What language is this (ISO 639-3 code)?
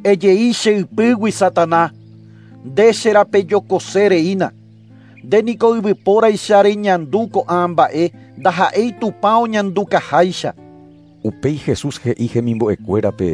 grn